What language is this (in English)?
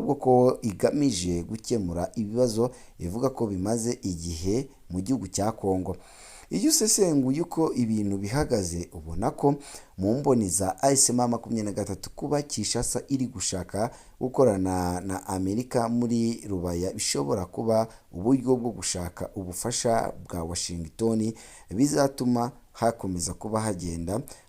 Kinyarwanda